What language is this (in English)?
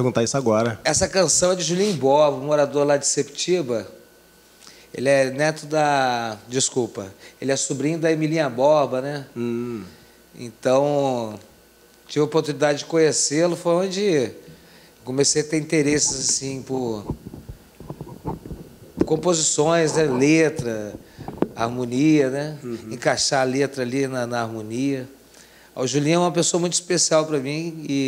Portuguese